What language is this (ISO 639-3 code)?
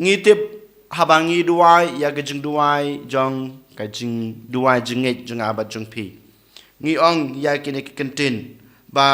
kha